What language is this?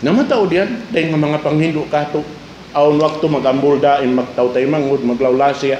Tausug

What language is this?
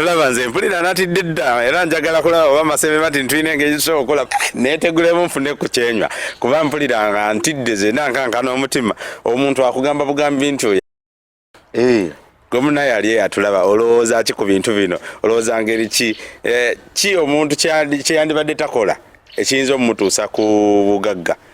Ganda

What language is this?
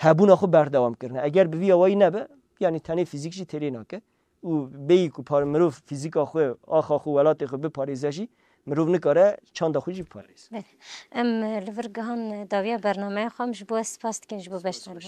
Kurdish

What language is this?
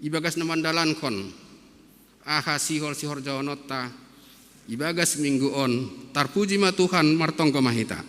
Batak Simalungun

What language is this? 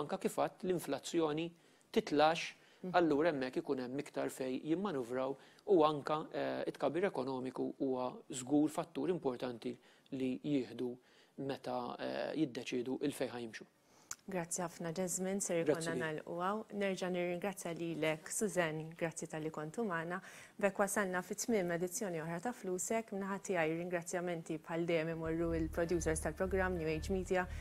Maltese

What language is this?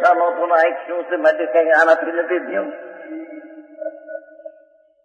Gujarati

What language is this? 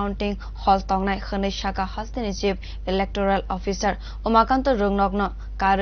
Kok Borok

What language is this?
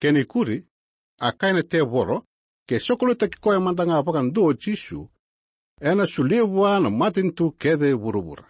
Fijian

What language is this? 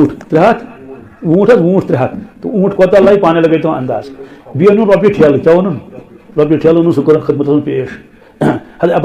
Kashmiri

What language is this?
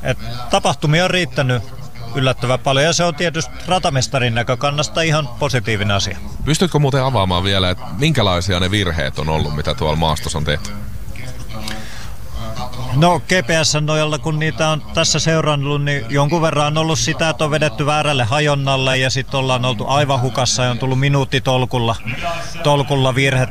Finnish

